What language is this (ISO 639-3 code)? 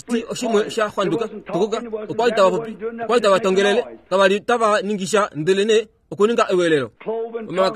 kua